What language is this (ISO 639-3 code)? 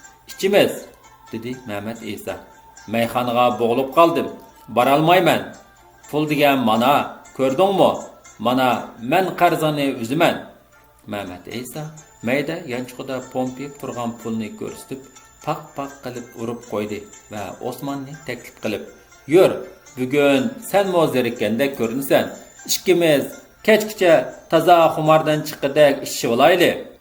uig